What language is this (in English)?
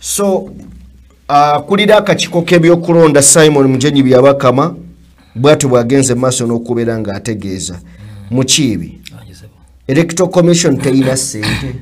Ganda